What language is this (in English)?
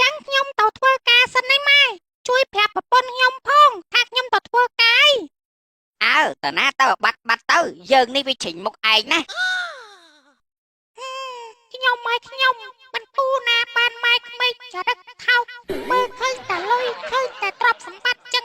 Khmer